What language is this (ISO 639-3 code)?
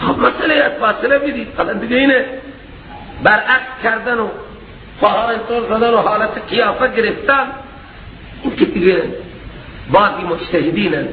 fas